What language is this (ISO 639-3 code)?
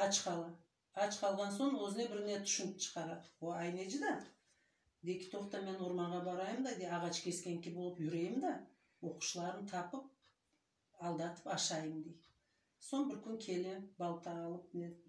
crh